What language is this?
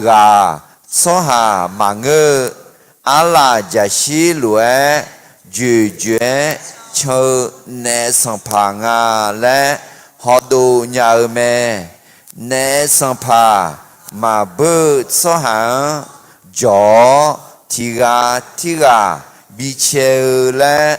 Akha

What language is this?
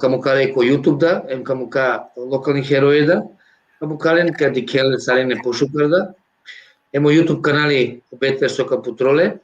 Balkan Romani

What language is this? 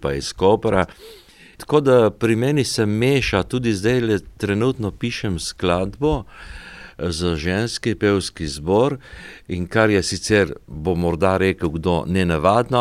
Slovenian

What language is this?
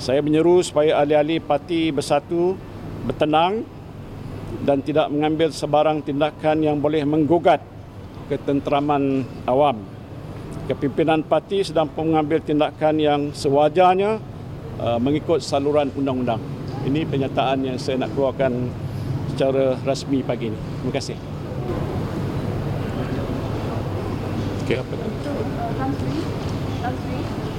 Malay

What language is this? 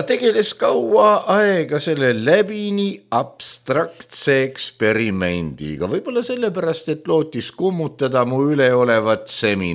Estonian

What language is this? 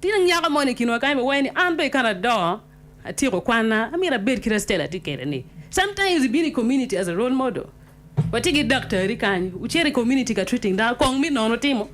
Acoli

